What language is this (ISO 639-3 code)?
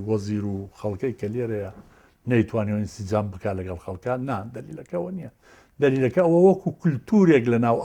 ckb